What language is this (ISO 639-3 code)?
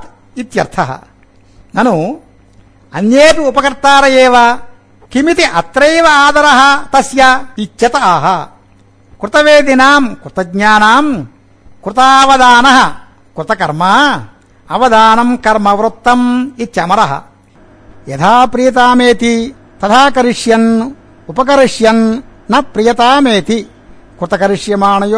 san